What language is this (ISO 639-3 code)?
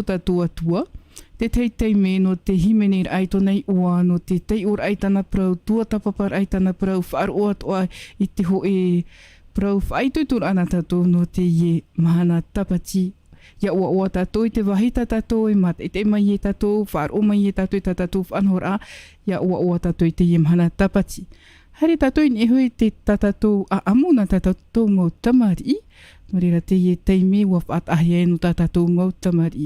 tah